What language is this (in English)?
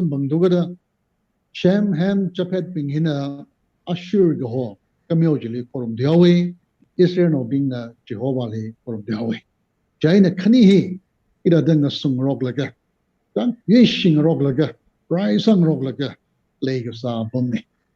Tangkhul Naga (India)